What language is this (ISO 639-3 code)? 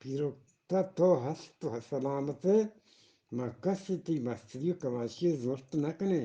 bgp